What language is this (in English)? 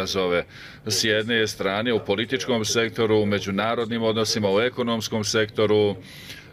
Bosnian